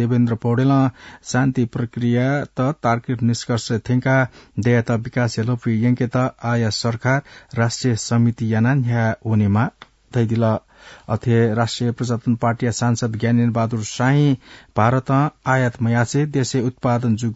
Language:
Newari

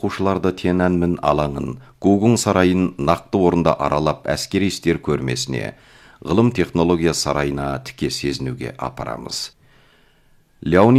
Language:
Kazakh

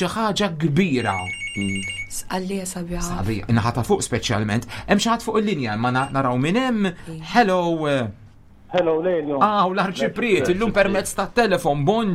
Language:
Maltese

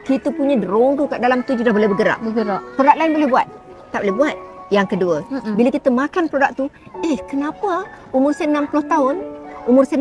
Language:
Malay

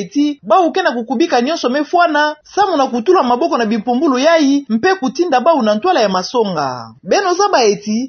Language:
Kituba (Democratic Republic of Congo)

